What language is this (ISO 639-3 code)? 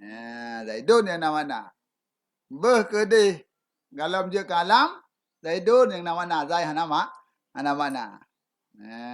ace